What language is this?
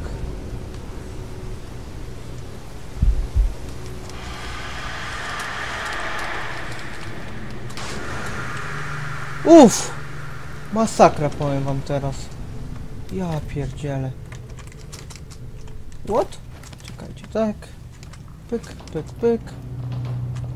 Polish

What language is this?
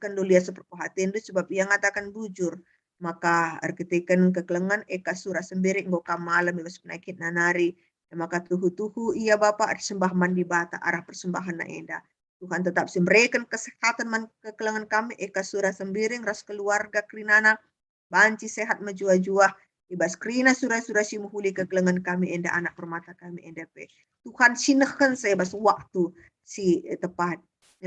Batak Karo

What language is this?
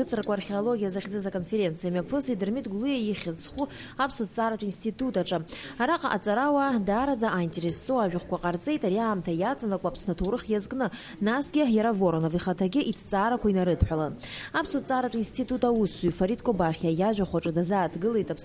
Abkhazian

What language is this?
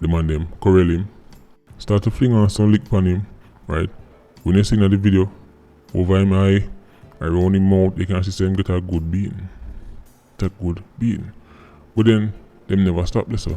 Jamaican Creole English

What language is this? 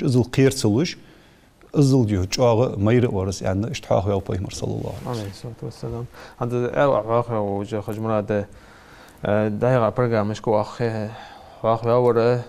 Ingush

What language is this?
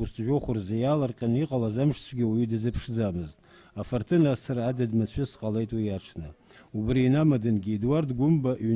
Abkhazian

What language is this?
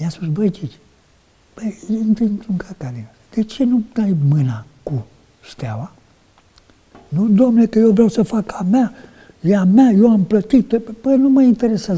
Romanian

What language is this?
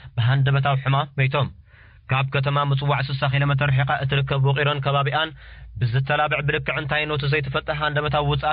Tigrinya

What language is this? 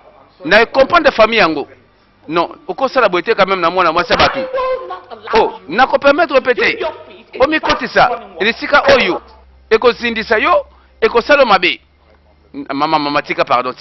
Lingala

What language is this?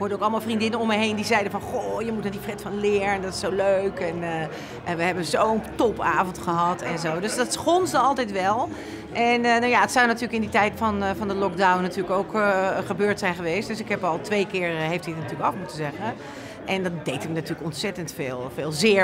Dutch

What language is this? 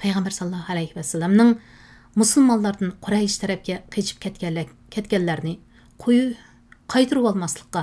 Uyghur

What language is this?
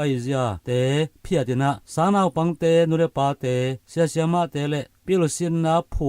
Tedim Chin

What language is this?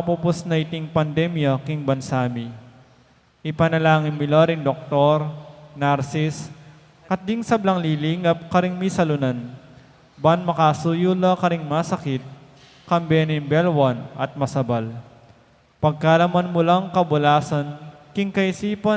Pampanga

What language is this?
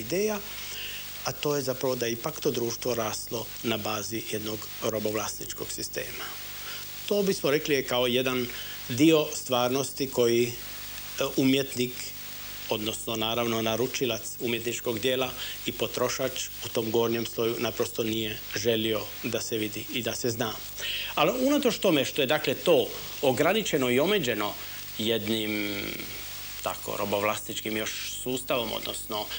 Croatian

